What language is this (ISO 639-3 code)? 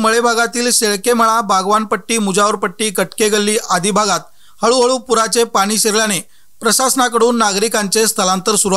mar